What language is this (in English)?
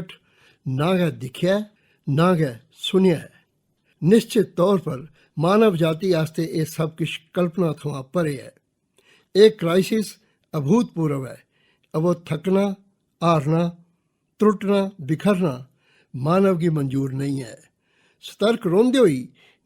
Dogri